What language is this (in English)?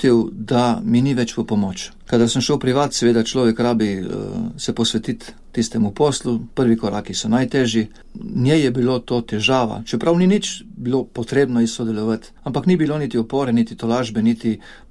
Slovenian